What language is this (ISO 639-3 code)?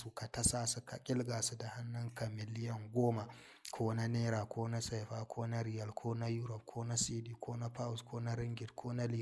hau